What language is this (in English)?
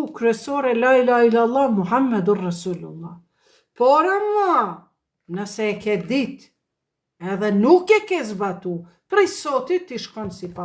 Albanian